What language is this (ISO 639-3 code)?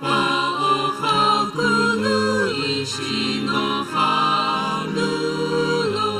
nsm